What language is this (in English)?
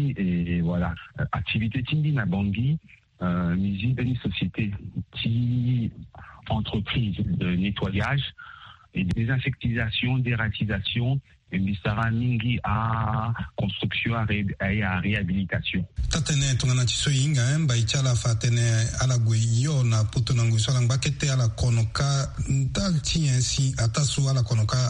Sango